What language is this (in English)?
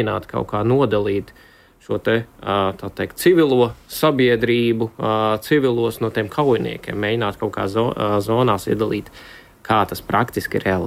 Latvian